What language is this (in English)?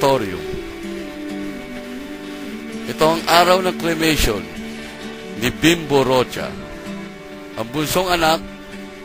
Filipino